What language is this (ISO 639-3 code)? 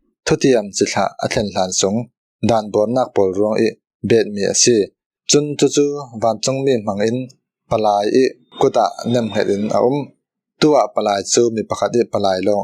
cfm